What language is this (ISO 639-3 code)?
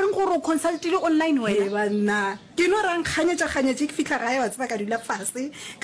nso